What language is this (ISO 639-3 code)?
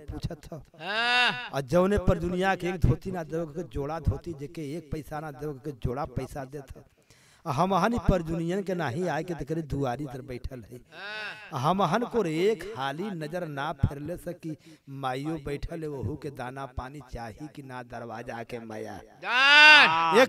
bho